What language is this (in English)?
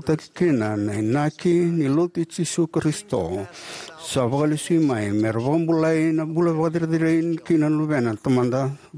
Fijian